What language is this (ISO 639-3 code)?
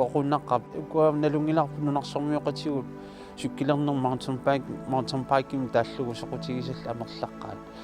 kal